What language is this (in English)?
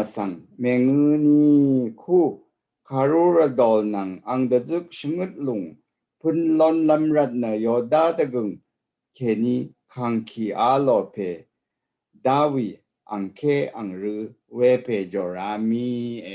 Rawang